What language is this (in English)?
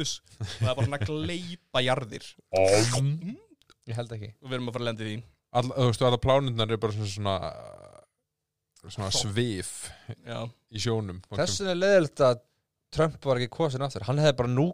Icelandic